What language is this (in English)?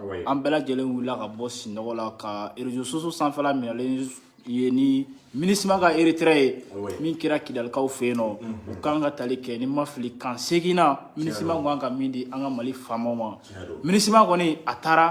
Bambara